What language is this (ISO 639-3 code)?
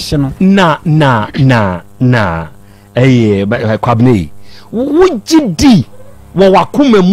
aka